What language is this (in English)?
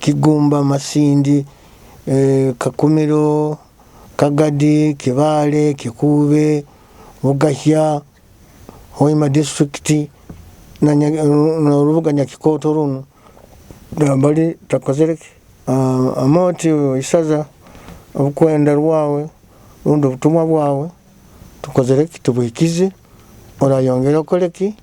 Nyoro